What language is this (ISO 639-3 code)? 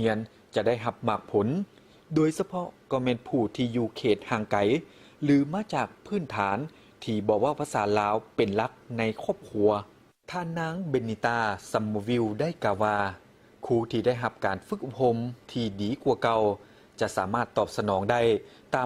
lao